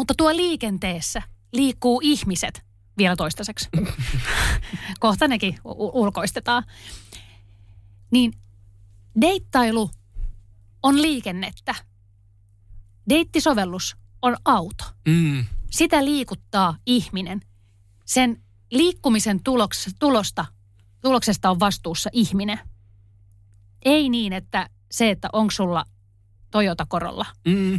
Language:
Finnish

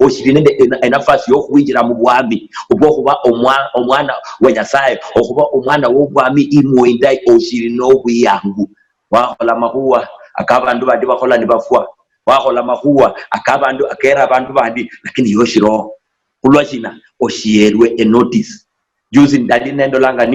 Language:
Luyia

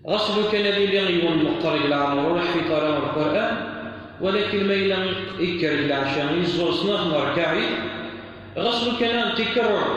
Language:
Kabyle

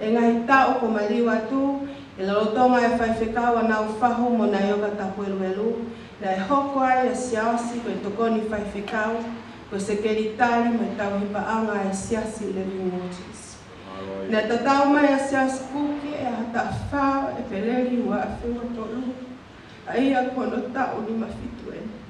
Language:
Tongan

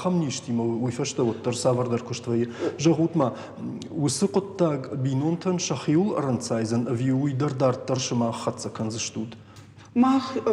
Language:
Ossetic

